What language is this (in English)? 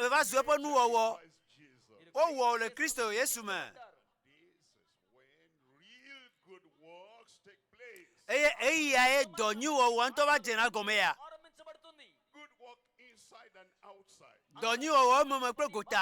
Ewe